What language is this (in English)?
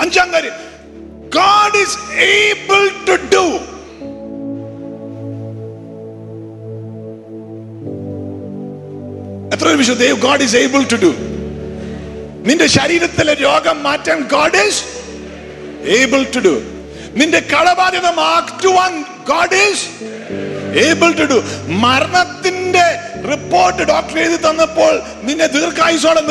Malayalam